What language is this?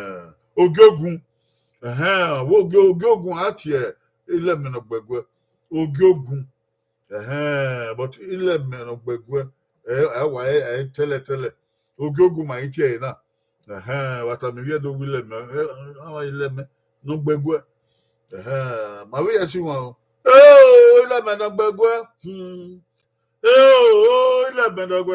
Bini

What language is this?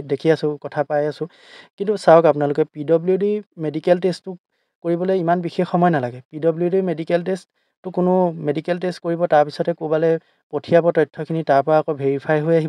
Assamese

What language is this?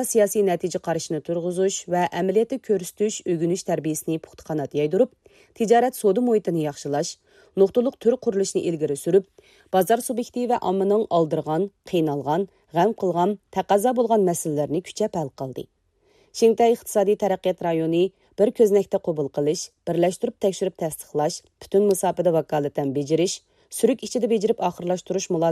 Uyghur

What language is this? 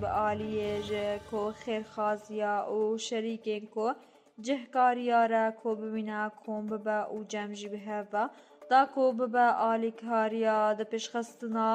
Kurdish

